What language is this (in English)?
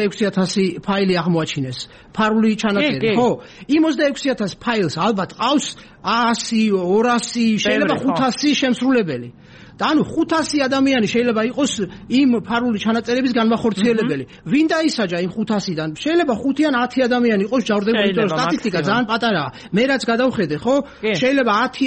Georgian